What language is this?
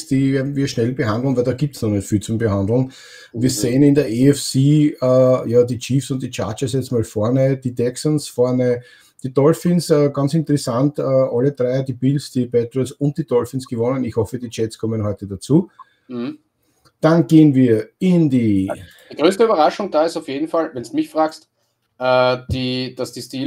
German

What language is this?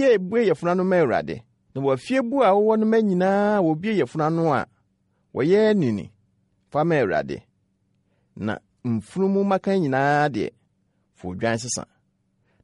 Akan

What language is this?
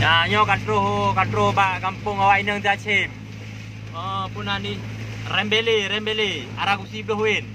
Achinese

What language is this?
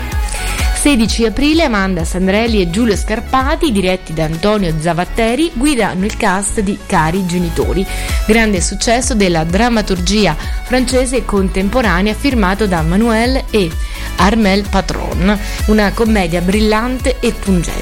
Italian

